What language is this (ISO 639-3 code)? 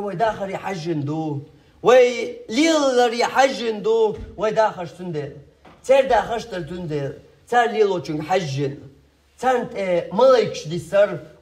che